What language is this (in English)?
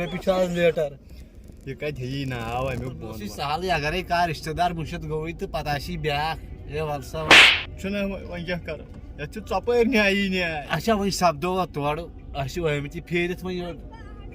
Kashmiri